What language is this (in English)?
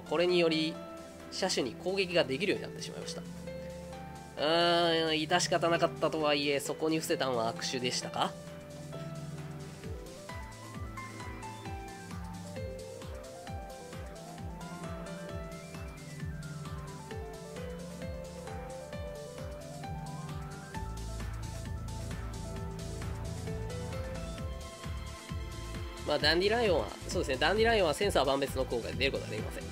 Japanese